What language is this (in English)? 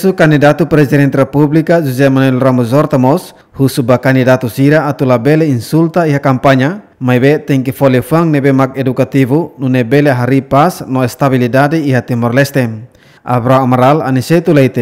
Tetum